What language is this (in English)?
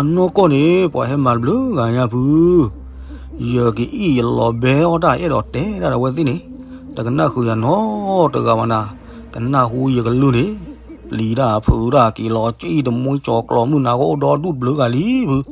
S'gaw Karen